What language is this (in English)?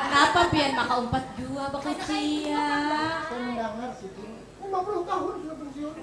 Banjar